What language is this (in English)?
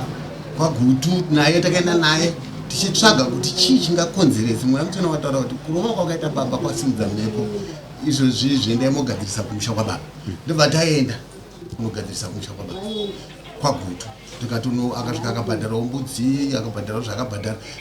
Shona